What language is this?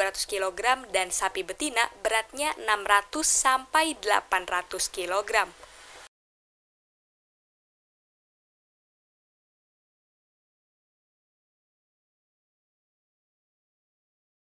Indonesian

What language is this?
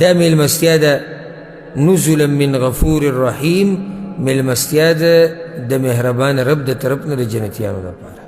Pashto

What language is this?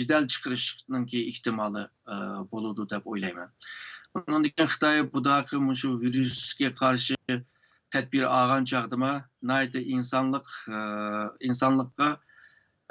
Uyghur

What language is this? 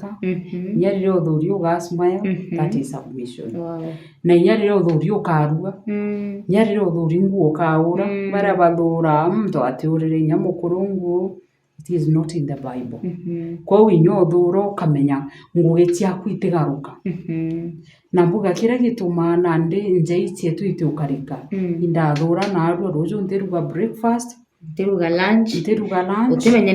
Meru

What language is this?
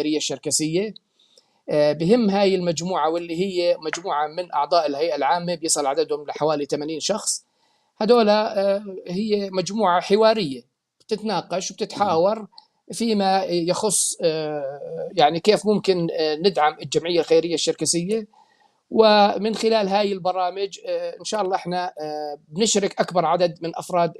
North Levantine Arabic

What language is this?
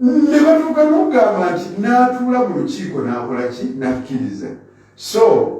Ganda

